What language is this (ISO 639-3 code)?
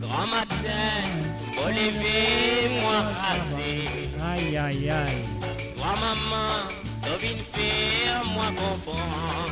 mfe